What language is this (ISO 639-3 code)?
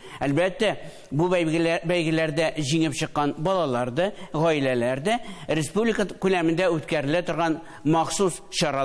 tat